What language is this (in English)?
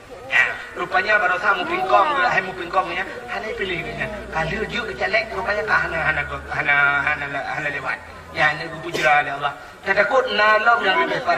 Achinese